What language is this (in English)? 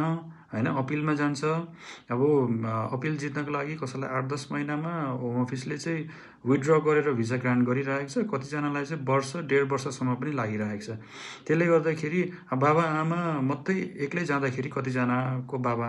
Nepali